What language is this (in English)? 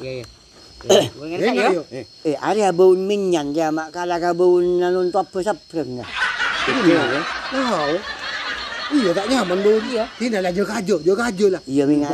Madurese